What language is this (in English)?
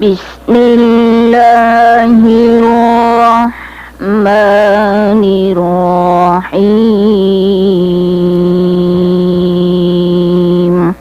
Maranao